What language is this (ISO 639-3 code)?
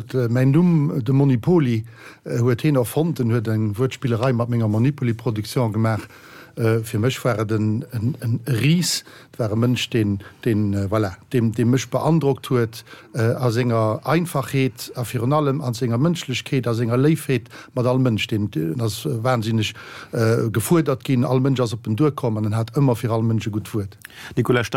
ltz